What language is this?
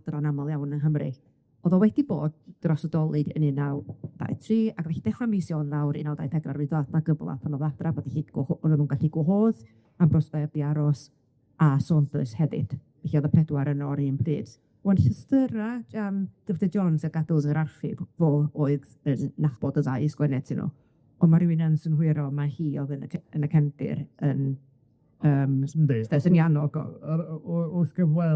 Welsh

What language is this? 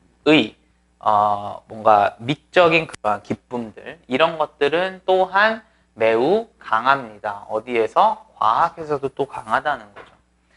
Korean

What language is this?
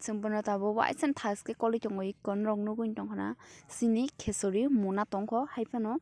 Kok Borok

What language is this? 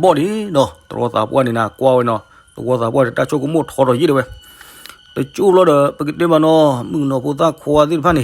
S'gaw Karen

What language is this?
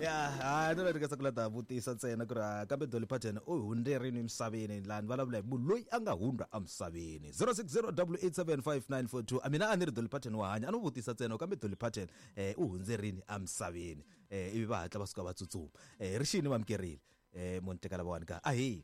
Tsonga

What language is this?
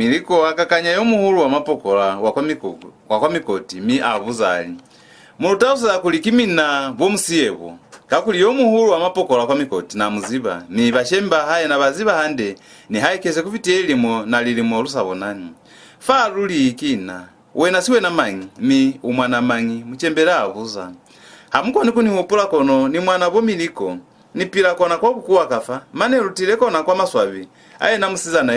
Lozi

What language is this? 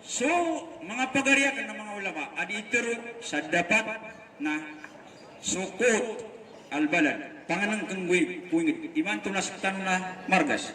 Maranao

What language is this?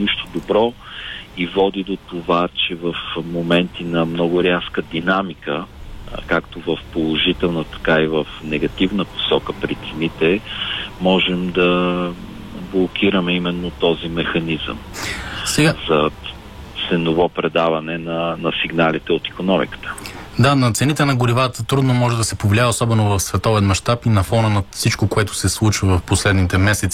Bulgarian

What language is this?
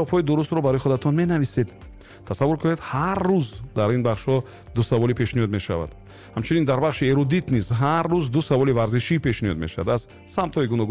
Tajik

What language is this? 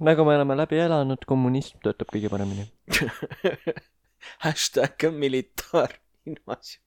Estonian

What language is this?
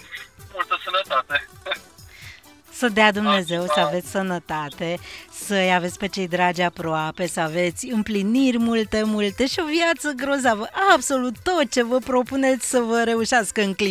Romanian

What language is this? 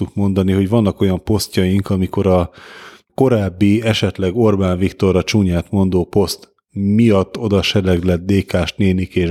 Hungarian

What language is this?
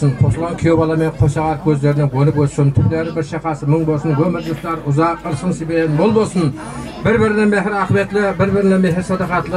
Kara-Kalpak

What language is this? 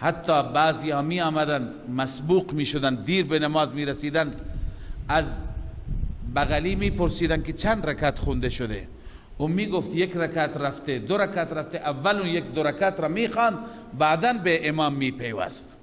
Persian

